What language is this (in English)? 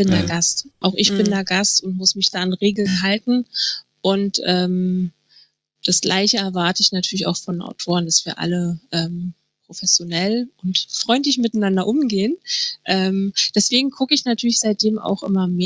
German